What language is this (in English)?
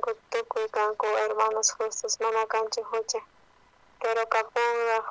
South Bolivian Quechua